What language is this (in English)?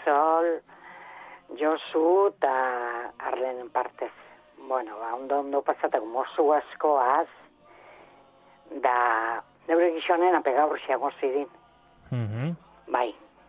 Basque